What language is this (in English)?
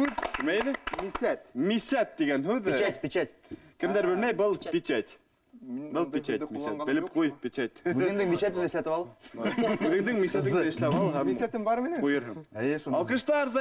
Bashkir